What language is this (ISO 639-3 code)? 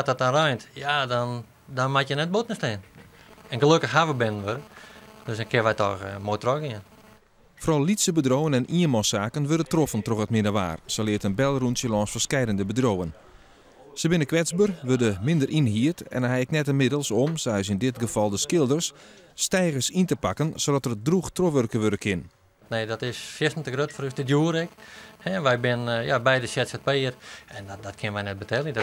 fry